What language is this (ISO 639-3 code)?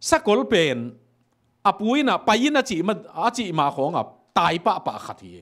ctd